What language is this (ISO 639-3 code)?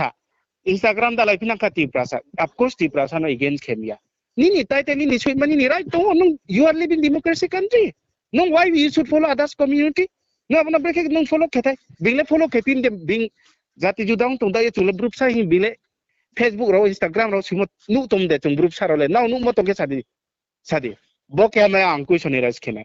ria